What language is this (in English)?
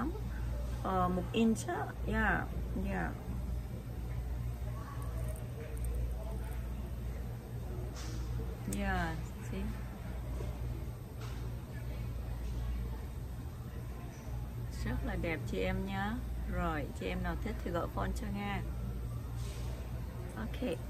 Vietnamese